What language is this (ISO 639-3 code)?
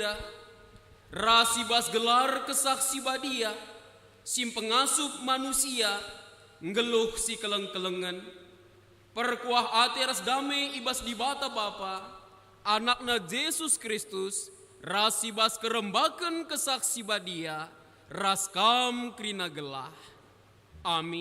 btx